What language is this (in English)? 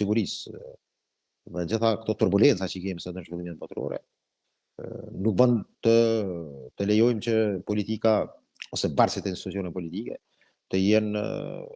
Albanian